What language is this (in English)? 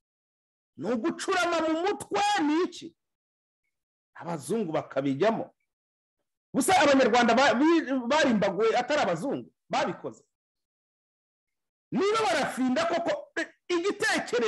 Kinyarwanda